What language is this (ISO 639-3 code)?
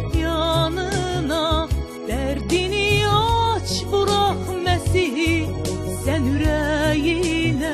azb